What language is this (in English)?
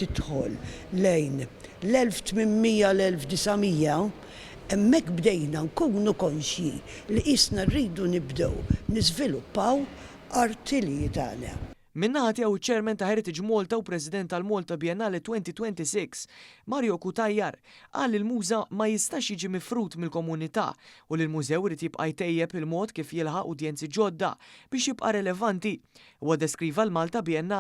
Maltese